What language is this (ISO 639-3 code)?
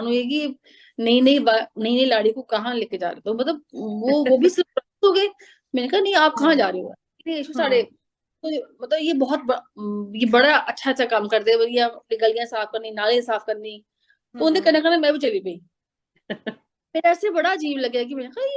doi